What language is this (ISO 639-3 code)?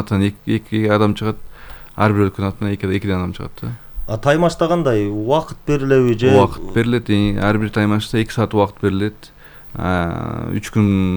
kir